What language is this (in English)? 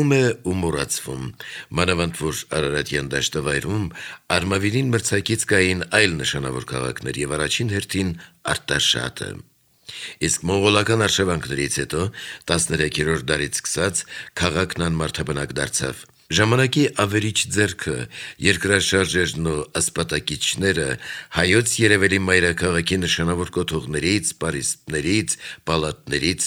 Armenian